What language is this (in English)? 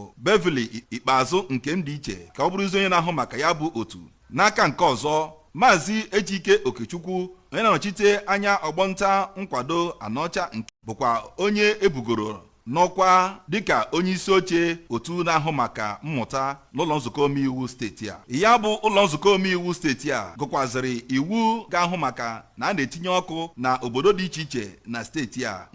Igbo